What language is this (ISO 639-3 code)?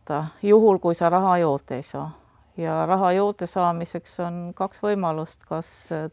est